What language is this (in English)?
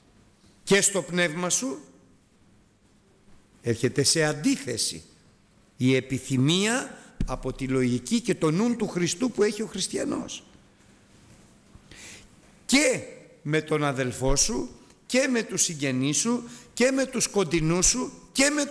Greek